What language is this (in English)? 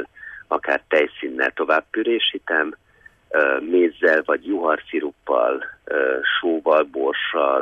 Hungarian